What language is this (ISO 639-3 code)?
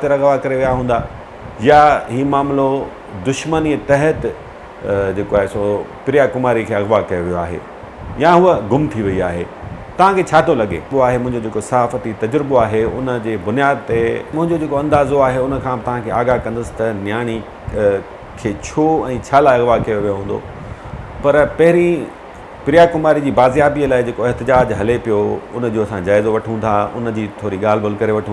snd